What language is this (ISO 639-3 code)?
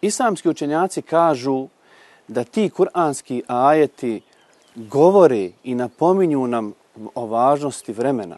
bos